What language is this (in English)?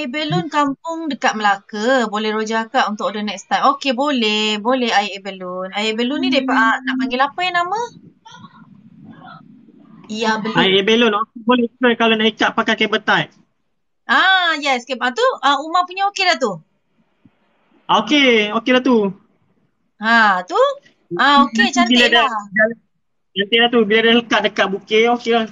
Malay